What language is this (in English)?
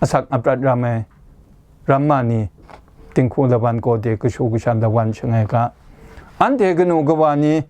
Kachin